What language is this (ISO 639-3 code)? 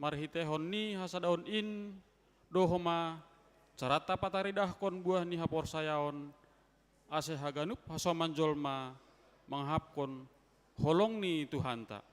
bts